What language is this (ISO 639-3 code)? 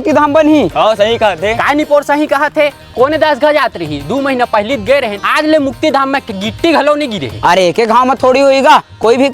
hne